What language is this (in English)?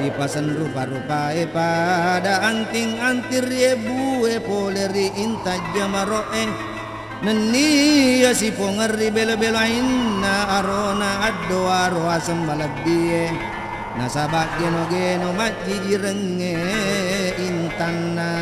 Buginese